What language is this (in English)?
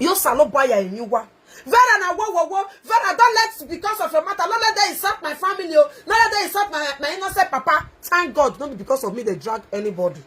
Nigerian Pidgin